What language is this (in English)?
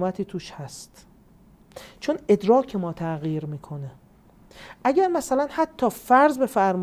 Persian